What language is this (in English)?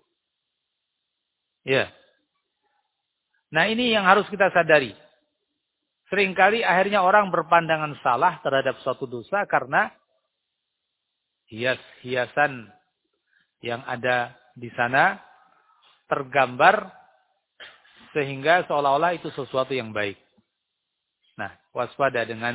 Indonesian